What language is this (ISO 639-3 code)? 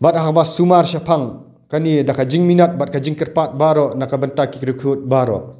kha